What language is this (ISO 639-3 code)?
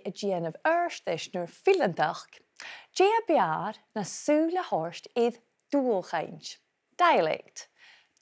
gla